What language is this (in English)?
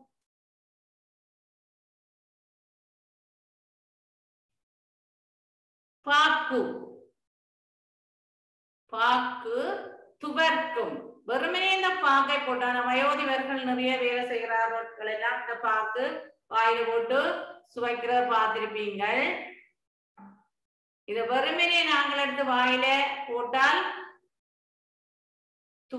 Tamil